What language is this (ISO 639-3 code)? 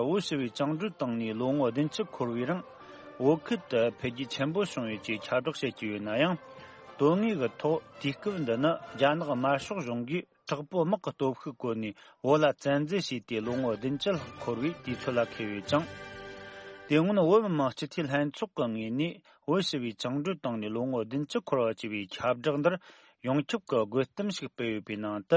bod